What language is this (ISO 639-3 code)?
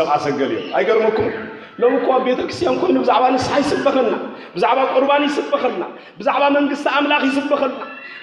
tir